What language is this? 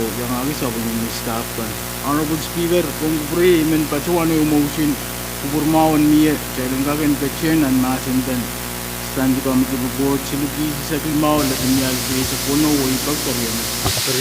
Pohnpeian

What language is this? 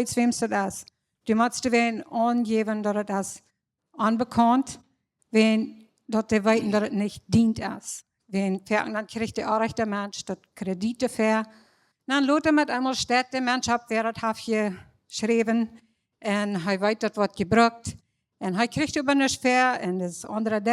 Plautdietsch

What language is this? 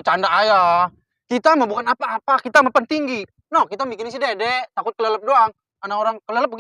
Betawi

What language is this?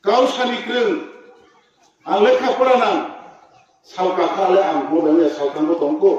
Riang (India)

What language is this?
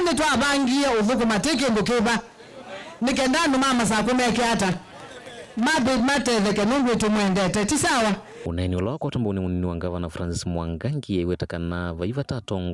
Kamba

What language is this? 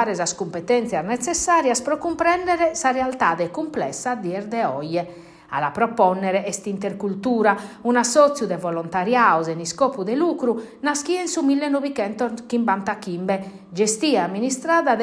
Sardinian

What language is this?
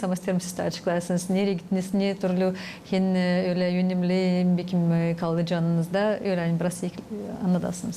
Gagauz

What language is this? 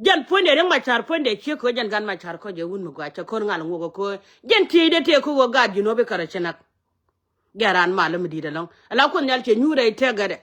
Nuer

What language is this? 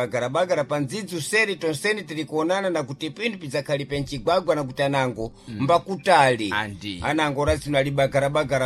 Sena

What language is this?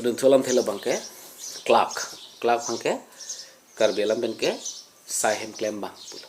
Karbi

